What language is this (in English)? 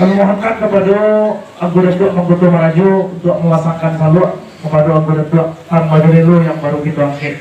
Minangkabau